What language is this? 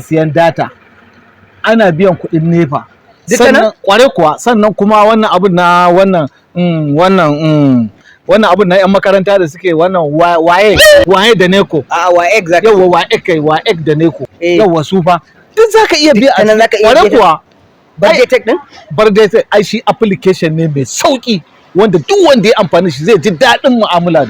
Hausa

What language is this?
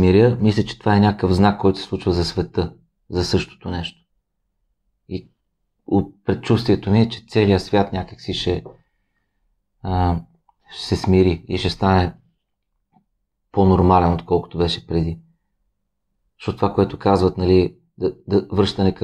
Bulgarian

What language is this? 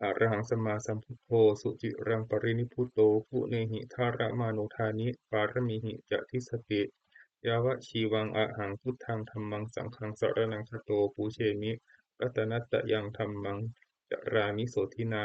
Pali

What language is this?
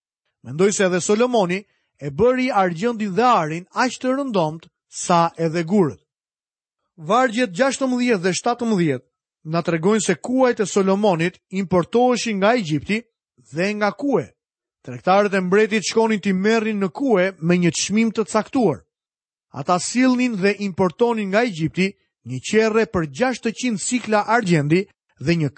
Albanian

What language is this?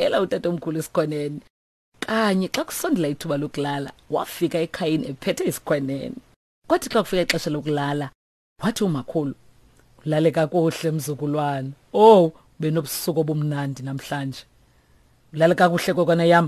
Xhosa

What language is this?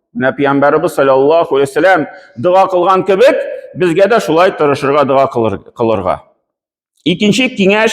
Tatar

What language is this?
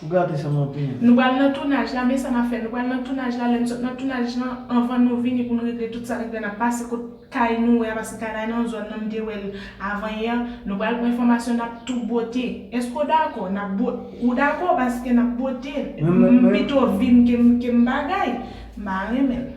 Haitian Creole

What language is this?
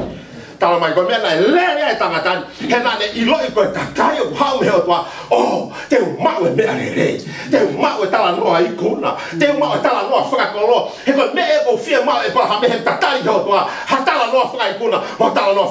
Tongan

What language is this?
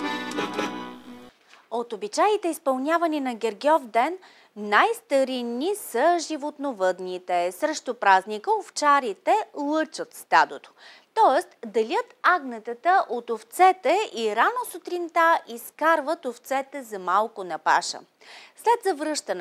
Bulgarian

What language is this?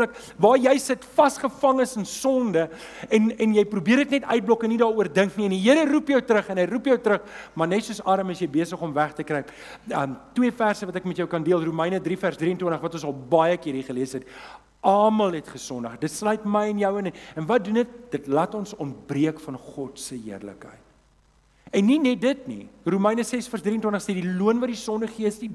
Afrikaans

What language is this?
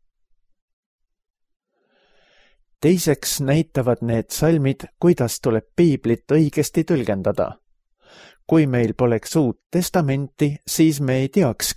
Estonian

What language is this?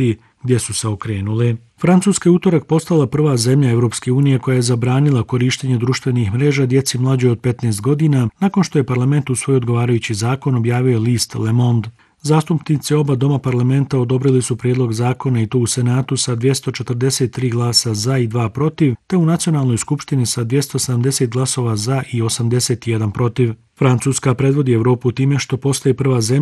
Bosnian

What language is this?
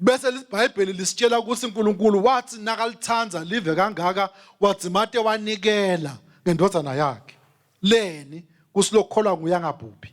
Swati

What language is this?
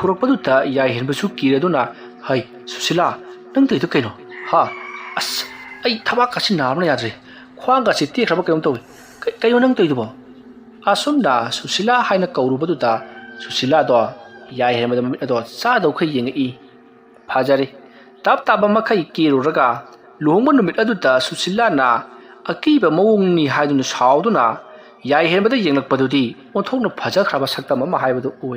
Manipuri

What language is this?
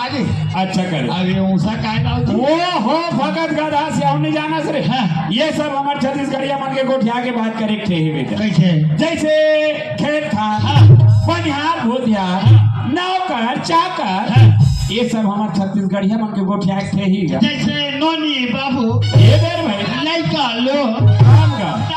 Chhattisgarhi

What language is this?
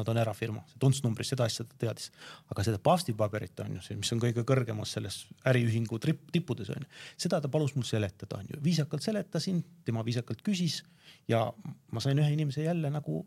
Estonian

